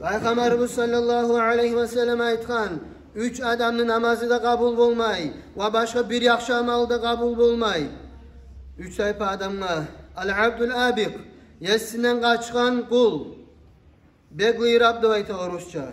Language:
Kumyk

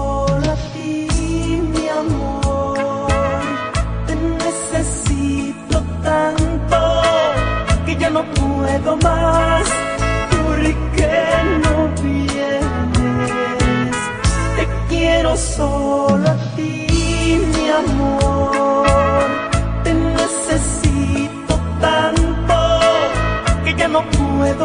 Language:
Spanish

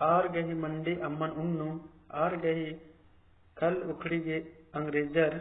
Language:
Kurukh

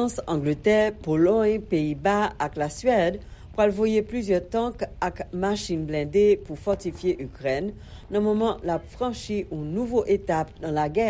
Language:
Haitian Creole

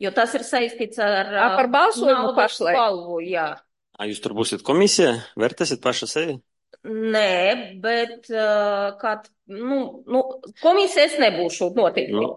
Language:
Latvian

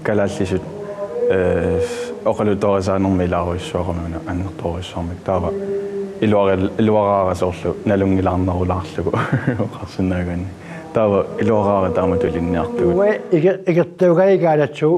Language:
Kalaallisut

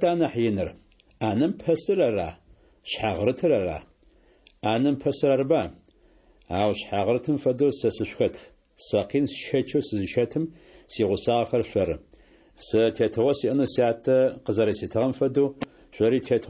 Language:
Adyghe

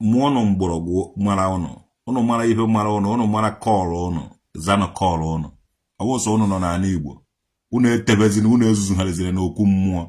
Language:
Igbo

